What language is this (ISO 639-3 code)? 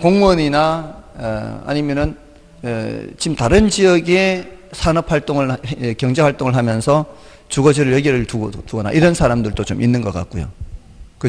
kor